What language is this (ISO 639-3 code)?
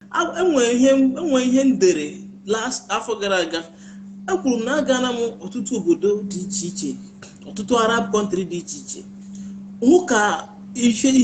ibo